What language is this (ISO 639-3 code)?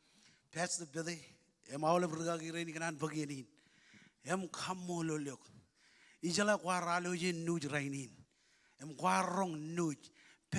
mah